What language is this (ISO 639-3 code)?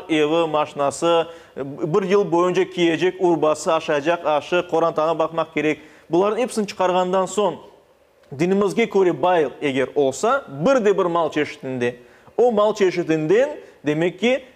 crh